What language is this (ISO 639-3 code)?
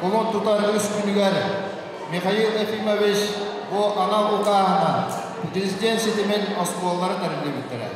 sah